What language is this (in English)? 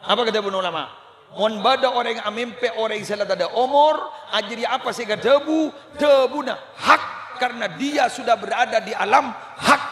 Madurese